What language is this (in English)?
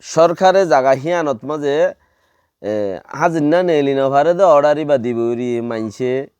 Rohingya